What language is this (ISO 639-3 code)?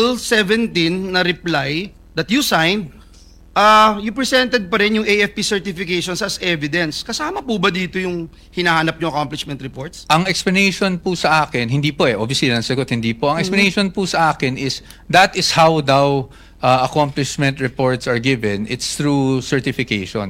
fil